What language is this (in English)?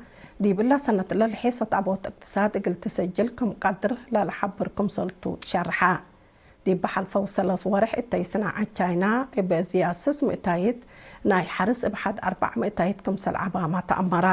Tigre